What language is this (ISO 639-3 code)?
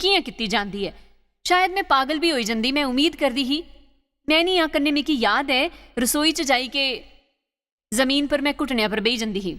doi